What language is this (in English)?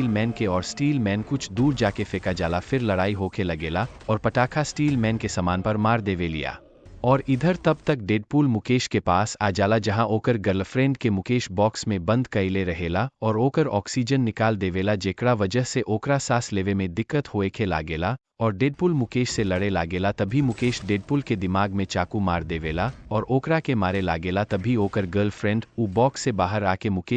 Bhojpuri